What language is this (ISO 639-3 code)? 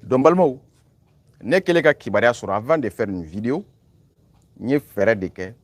bam